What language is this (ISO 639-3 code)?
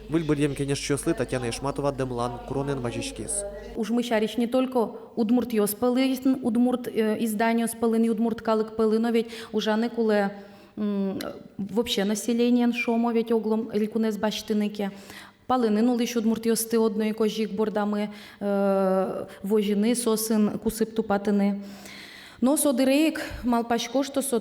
udm